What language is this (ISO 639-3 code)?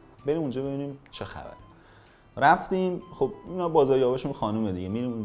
fas